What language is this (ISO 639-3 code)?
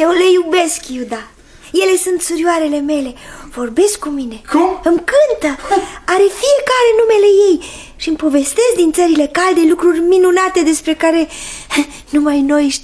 ron